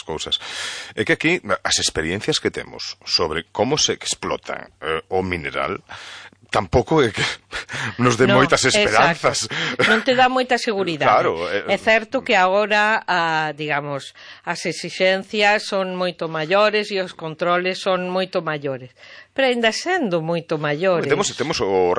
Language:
Galician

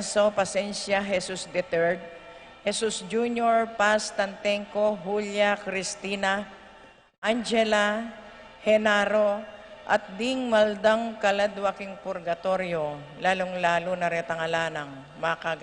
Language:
Pampanga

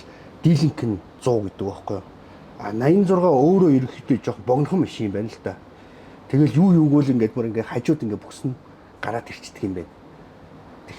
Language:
Mongolian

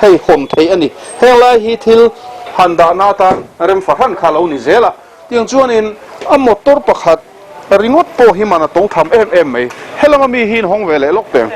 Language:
Mizo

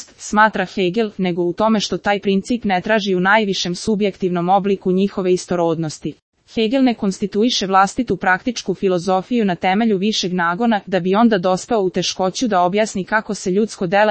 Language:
Serbian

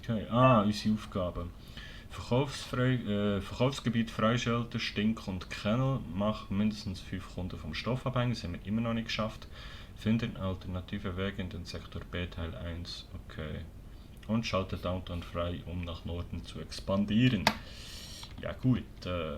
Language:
Swiss German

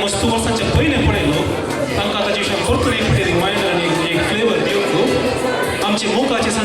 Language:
Konkani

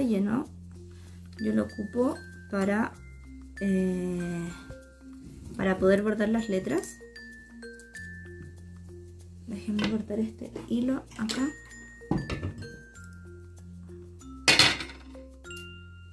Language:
Spanish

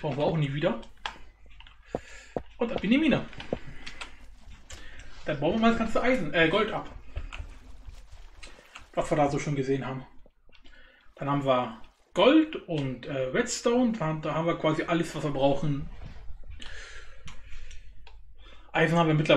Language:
German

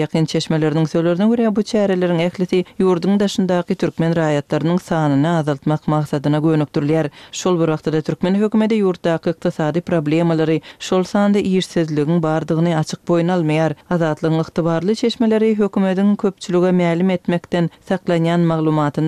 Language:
Turkmen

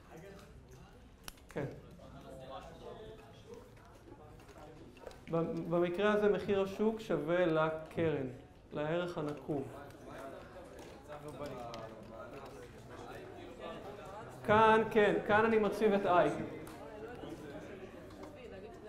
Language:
Hebrew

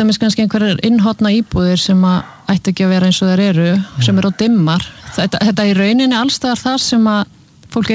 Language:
Icelandic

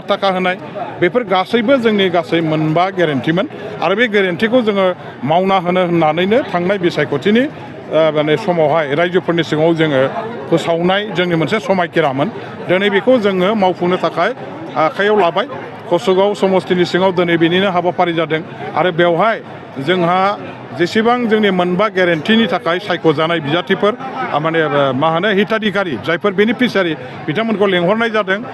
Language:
Bodo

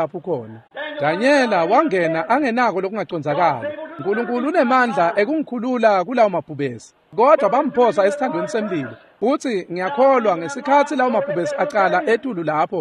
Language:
Swati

